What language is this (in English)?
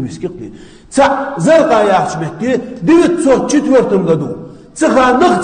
Chechen